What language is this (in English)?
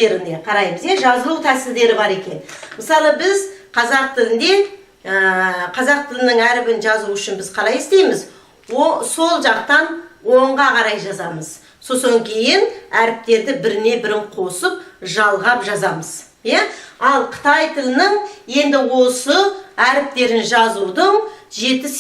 Kazakh